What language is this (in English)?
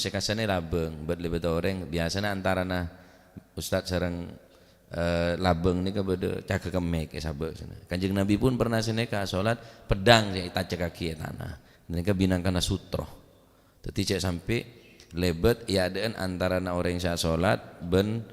Madurese